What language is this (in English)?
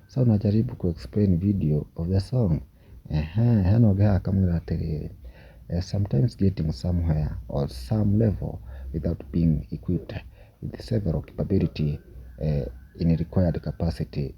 Kikuyu